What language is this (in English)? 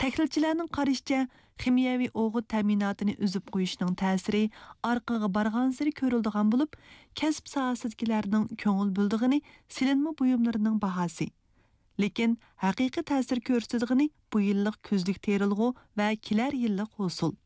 Uyghur